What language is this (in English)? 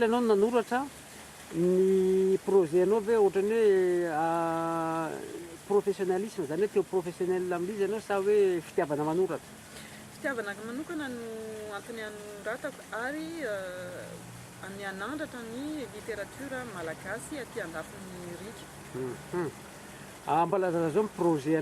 Malagasy